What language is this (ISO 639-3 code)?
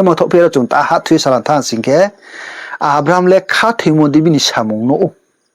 ria